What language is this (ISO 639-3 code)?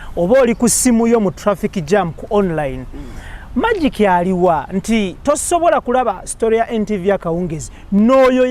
lug